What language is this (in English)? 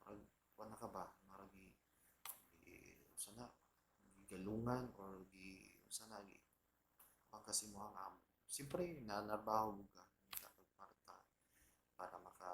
Cebuano